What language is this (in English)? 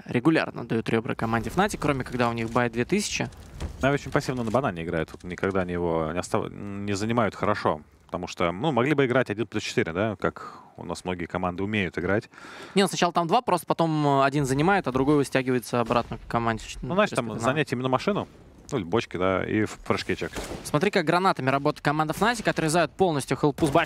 Russian